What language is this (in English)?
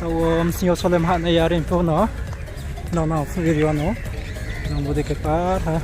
Riang (India)